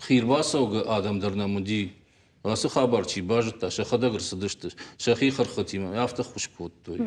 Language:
Ossetic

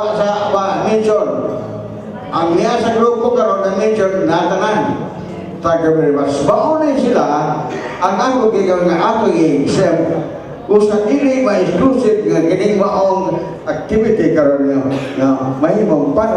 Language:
Cebuano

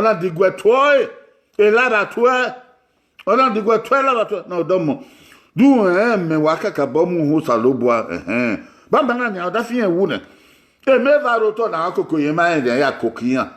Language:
Bini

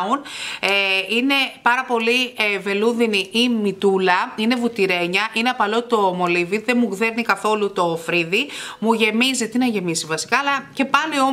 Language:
Greek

